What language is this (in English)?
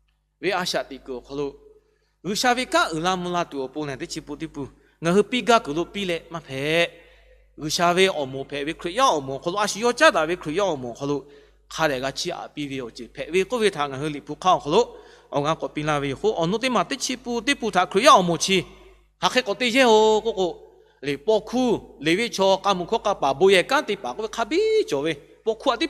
Lahu